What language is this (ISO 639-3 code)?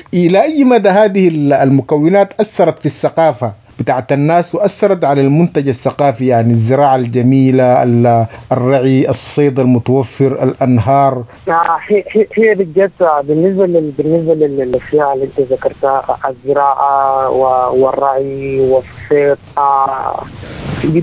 apd